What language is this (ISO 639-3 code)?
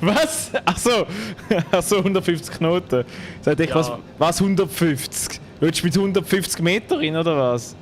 gsw